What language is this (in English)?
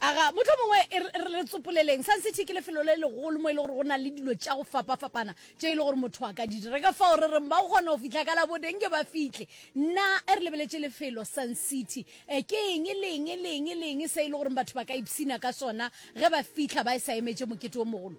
Northern Sotho